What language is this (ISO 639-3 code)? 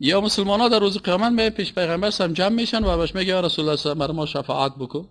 fas